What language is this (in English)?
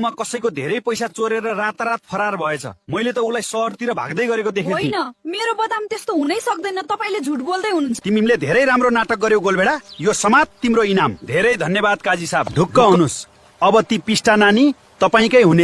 Nepali